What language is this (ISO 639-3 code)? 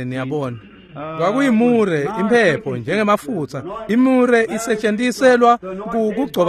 ssw